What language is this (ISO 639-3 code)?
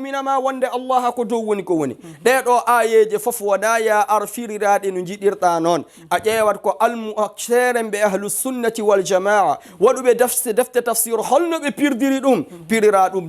ful